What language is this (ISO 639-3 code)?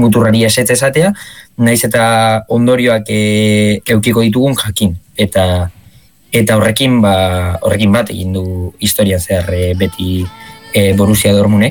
eus